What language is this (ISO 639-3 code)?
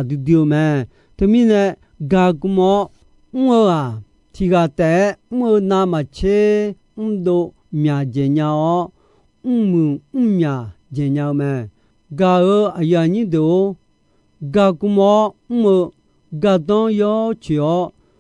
ahk